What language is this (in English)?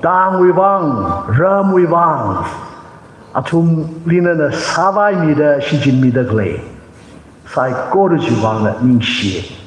Tangkhul Naga (India)